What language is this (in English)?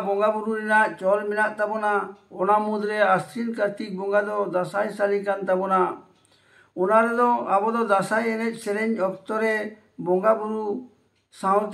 Santali